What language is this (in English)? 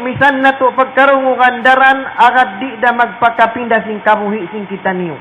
Tausug